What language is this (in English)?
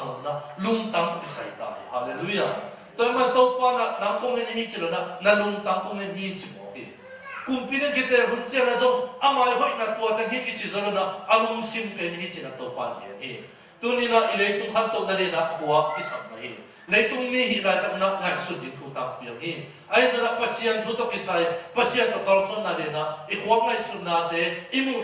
Tedim Chin